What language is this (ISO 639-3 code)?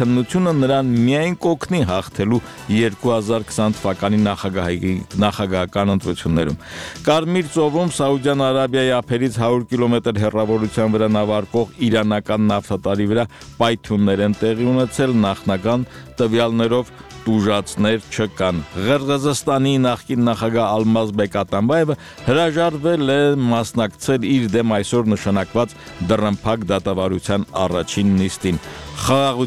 hye